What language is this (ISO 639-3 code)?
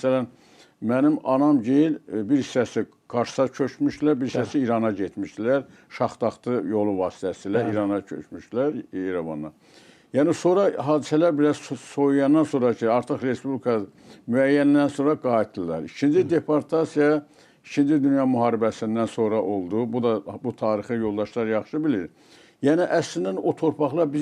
aze